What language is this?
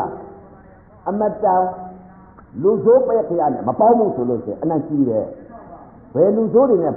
Burmese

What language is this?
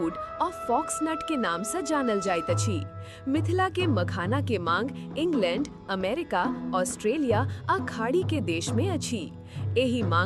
Maithili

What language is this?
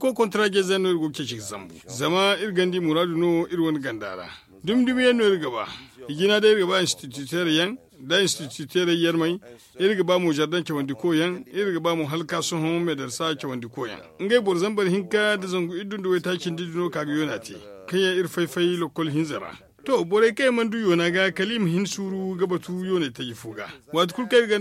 Zarma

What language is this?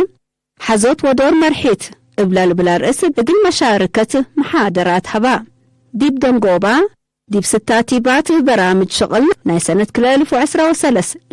Tigre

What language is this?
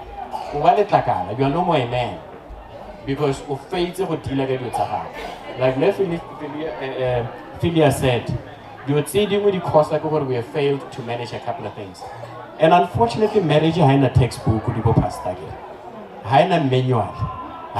Northern Sotho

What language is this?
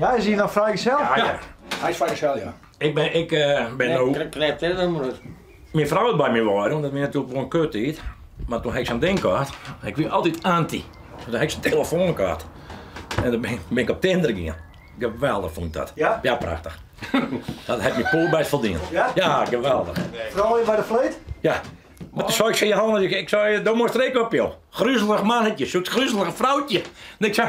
Western Frisian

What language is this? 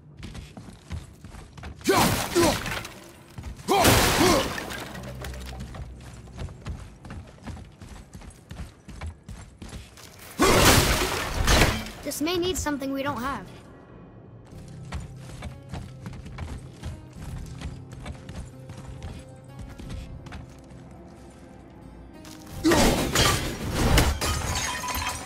English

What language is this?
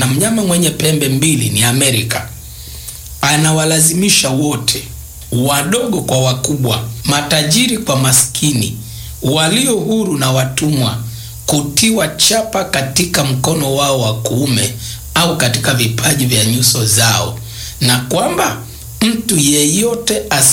Swahili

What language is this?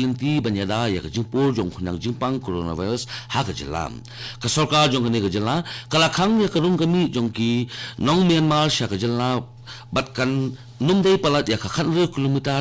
Khasi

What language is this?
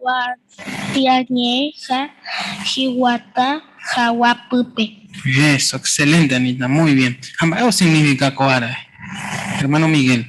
Guarani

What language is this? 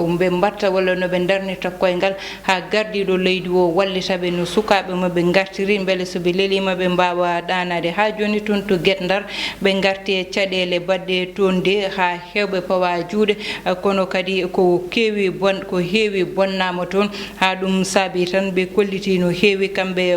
Fula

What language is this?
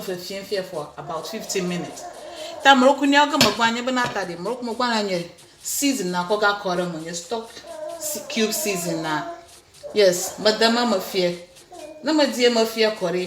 Ewe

